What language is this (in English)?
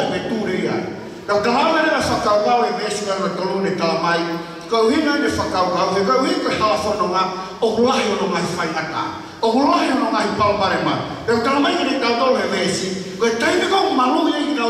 Tongan